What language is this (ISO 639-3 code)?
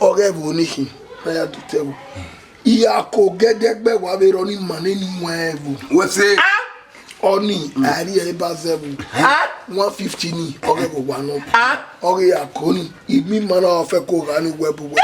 bin